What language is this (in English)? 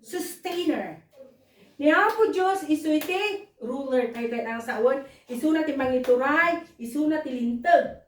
Iloko